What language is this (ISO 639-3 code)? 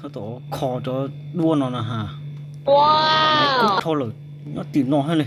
hmn